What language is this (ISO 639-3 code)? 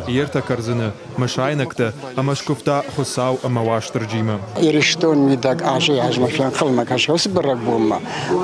oss